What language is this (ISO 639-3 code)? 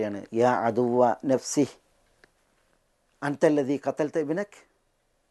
mal